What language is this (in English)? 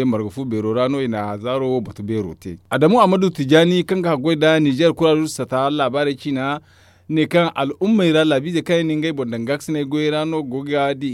Zarma